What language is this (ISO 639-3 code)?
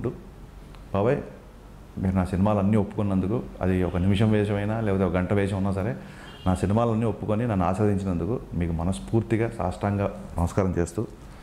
tel